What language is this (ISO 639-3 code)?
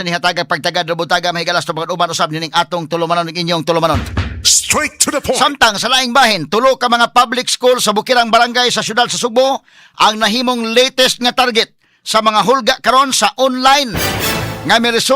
ceb